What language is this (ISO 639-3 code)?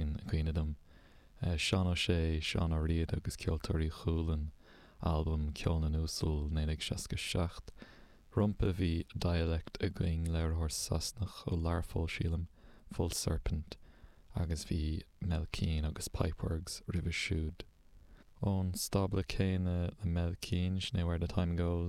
gle